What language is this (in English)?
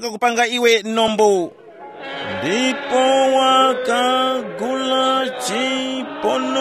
Tumbuka